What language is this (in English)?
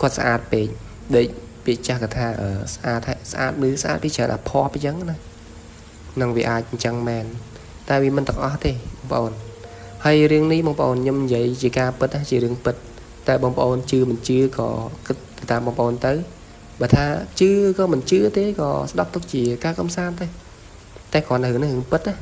Khmer